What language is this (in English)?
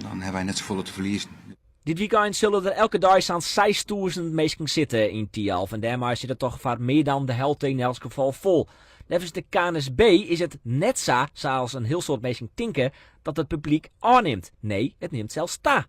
Western Frisian